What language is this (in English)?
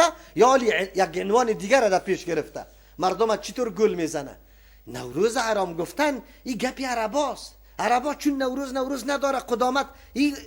Persian